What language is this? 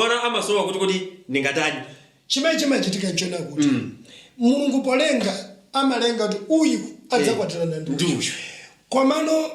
Nyanja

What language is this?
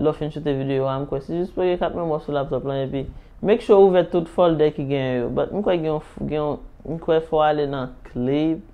Haitian Creole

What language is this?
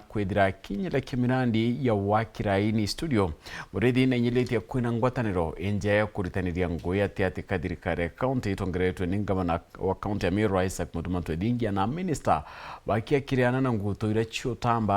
Meru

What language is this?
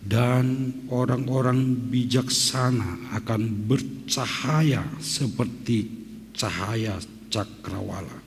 Batak Simalungun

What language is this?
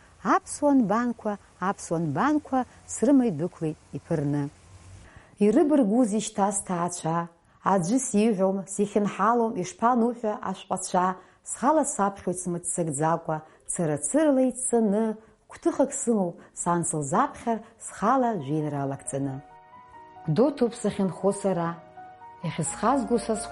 Abkhazian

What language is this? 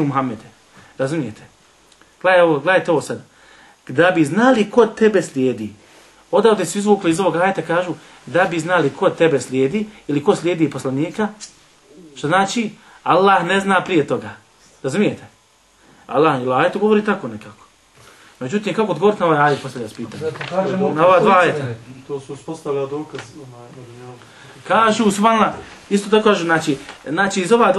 Bosnian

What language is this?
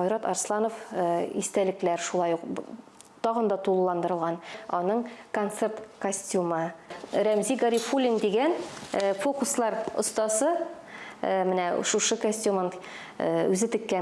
Tatar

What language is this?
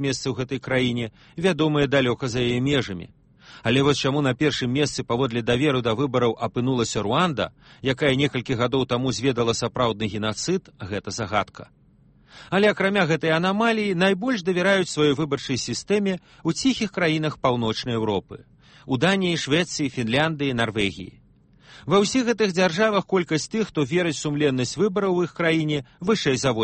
Belarusian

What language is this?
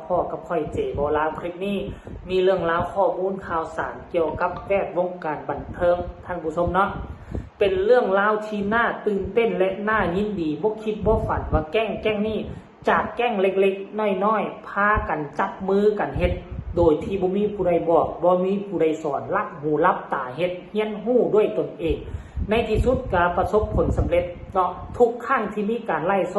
Lao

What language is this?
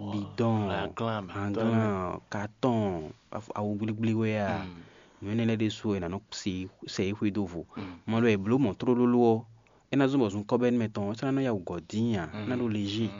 Fon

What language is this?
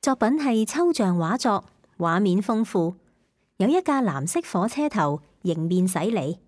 Cantonese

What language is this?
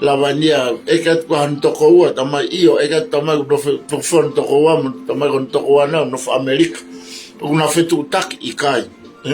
Tongan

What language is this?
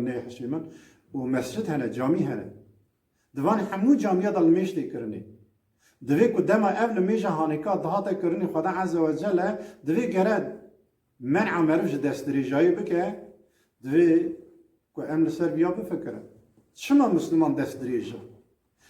Kurdish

